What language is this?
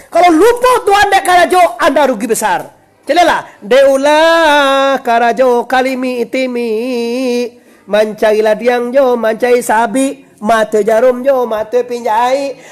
Minangkabau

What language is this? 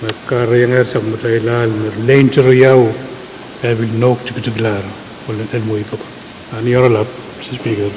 Pohnpeian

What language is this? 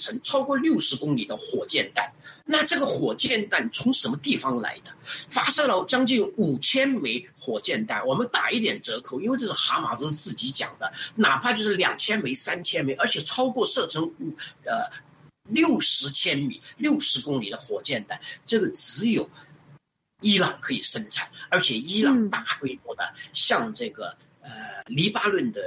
Chinese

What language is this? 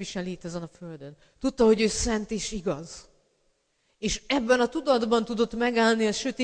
Hungarian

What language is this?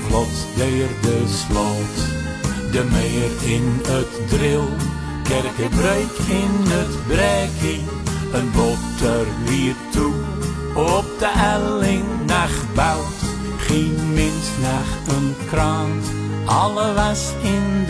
Dutch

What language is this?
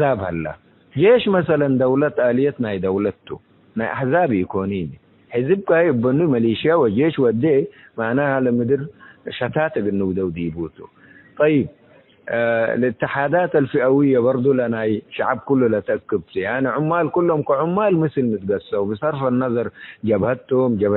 Tigre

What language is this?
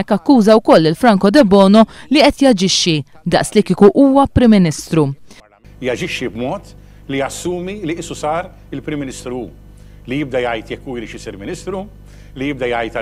Maltese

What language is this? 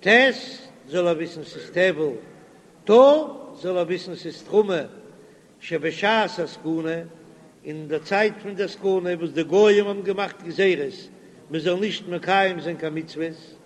Yiddish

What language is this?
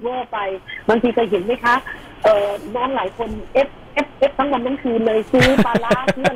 Thai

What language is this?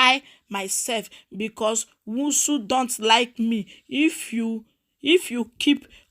Nigerian Pidgin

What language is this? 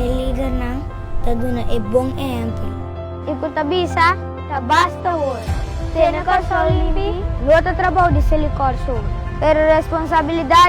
Papiamento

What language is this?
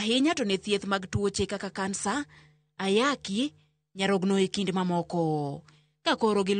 Luo (Kenya and Tanzania)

